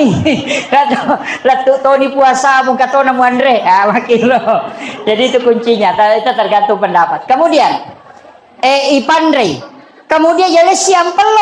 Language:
Buginese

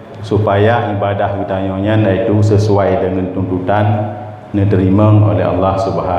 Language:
Achinese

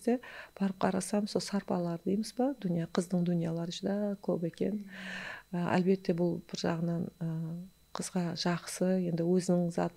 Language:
Kara-Kalpak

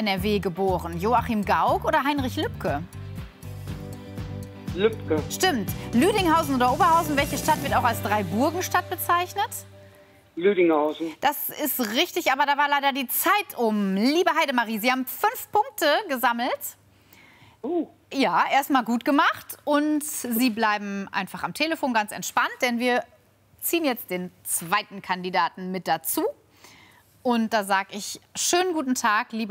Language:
German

